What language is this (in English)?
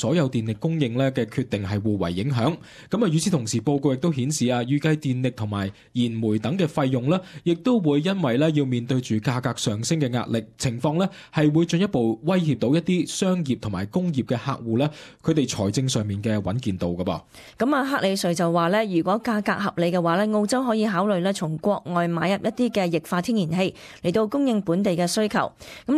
Cantonese